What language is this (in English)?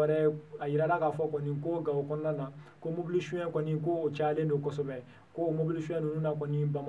Bambara